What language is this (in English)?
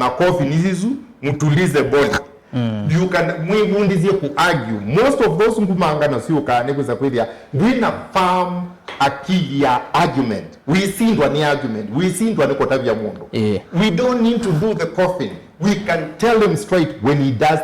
Kamba